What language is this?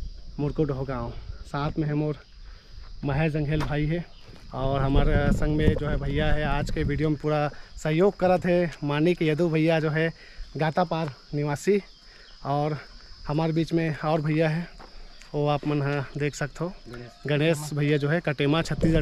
Chhattisgarhi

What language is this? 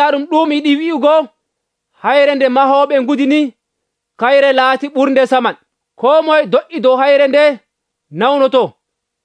Nigerian Fulfulde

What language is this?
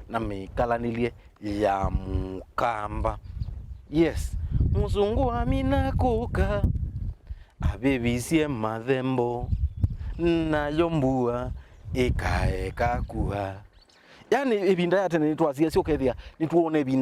Kamba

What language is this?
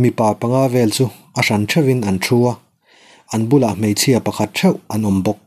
Mizo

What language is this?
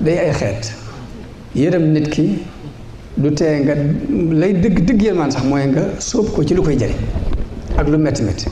Wolof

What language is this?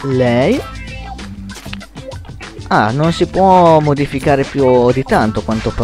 Italian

